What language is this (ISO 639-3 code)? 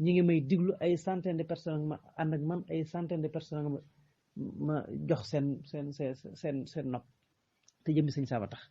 wol